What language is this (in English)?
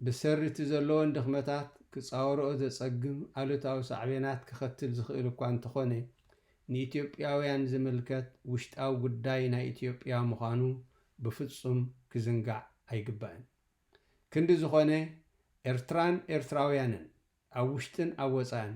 Tigrinya